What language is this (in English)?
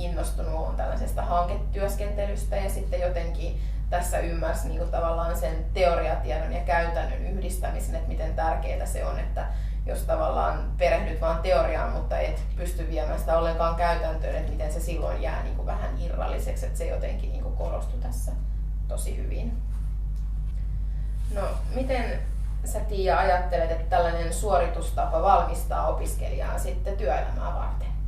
Finnish